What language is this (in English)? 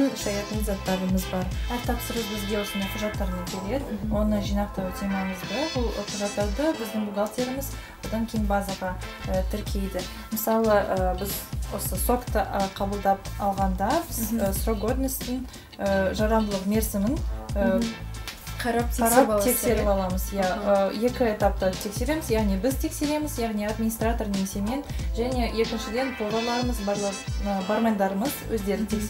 Kazakh